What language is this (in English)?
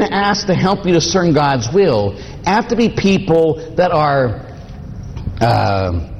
English